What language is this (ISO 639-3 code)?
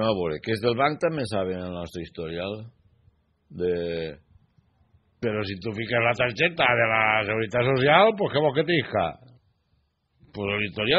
cat